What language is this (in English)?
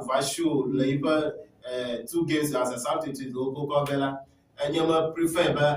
Ewe